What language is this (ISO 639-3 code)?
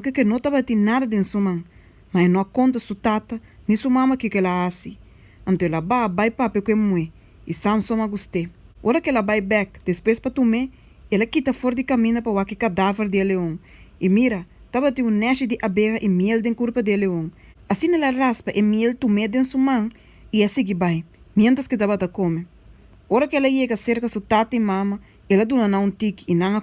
pap